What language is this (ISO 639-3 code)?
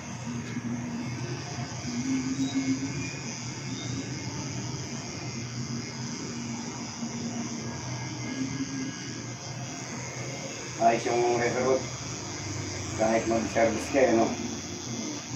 fil